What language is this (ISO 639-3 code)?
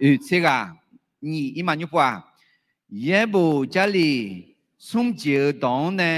ahk